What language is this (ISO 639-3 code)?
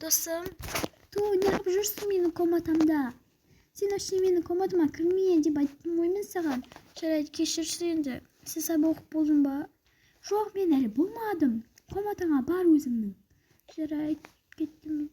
kaz